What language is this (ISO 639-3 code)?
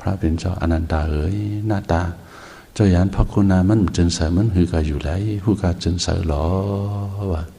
shn